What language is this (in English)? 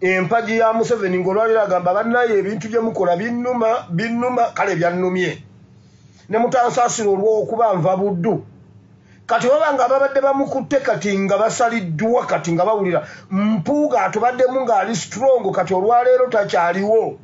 Ganda